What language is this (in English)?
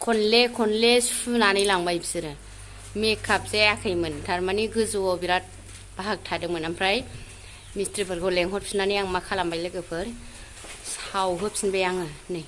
Bodo